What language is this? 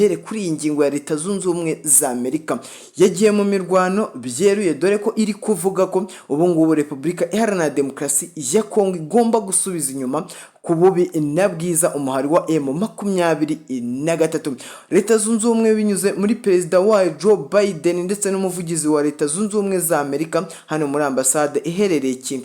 Kinyarwanda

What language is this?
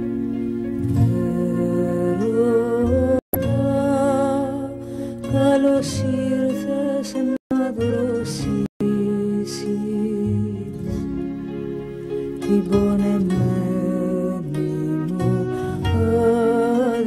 Greek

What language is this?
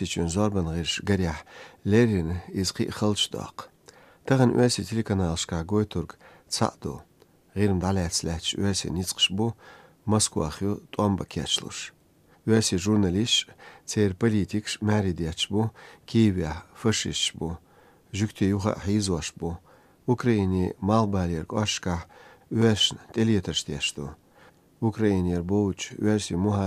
Chechen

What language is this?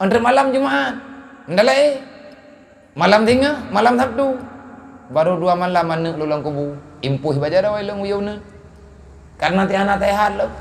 Achinese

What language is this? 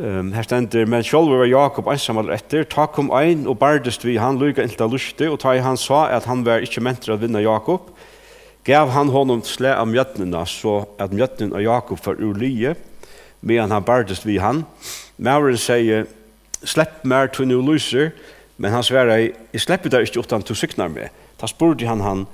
Faroese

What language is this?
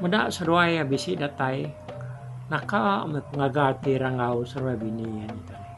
Iban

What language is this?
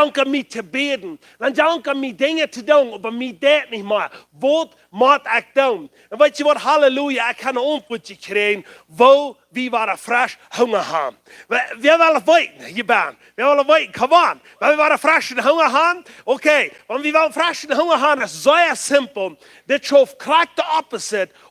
Plautdietsch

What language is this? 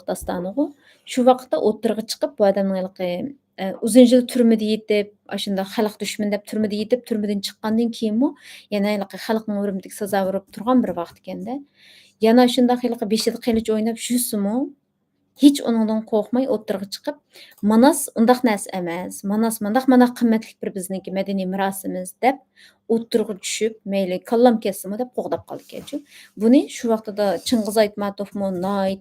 Uyghur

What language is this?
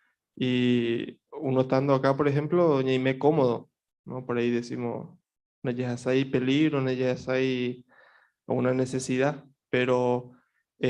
Guarani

